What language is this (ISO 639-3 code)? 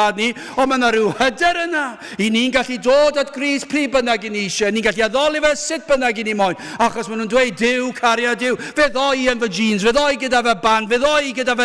cym